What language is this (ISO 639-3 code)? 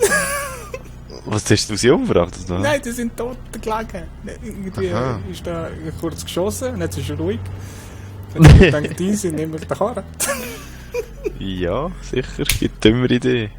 gsw